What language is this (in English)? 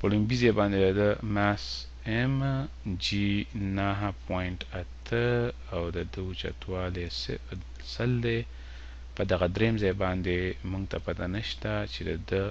Pashto